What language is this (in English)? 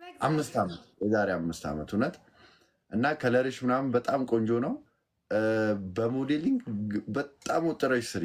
Amharic